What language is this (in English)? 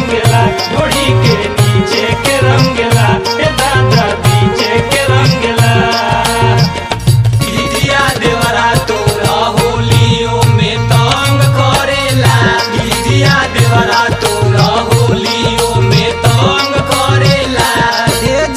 Bhojpuri